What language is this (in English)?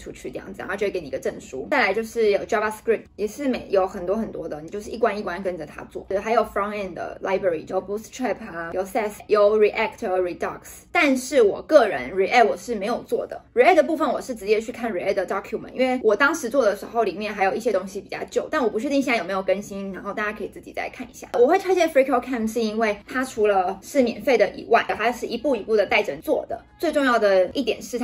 Chinese